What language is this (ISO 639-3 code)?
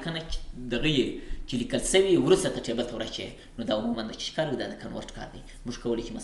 pus